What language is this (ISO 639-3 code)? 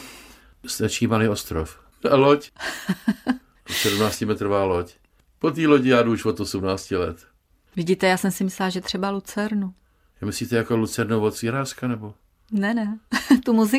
ces